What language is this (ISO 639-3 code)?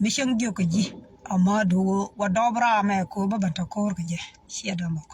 nus